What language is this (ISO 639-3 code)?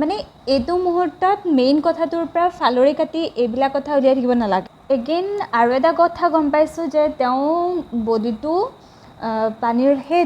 asm